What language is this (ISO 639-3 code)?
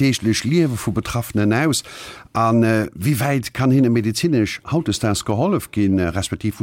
ltz